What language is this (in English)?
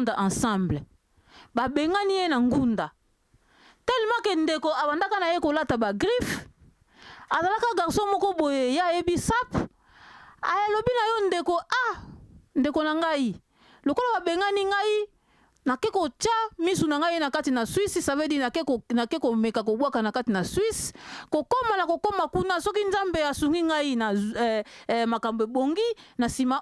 Lingala